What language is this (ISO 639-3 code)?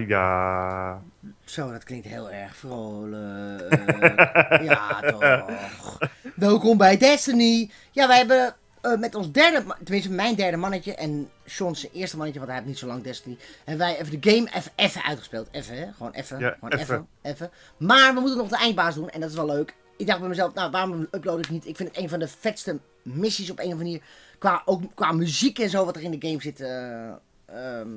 nld